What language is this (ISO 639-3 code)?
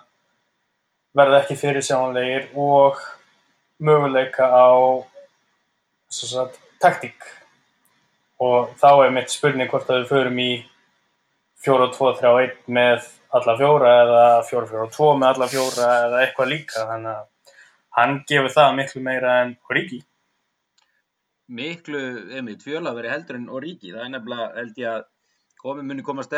isl